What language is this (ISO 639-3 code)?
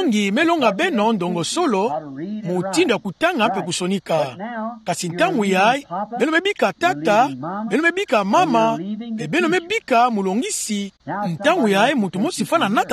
ktu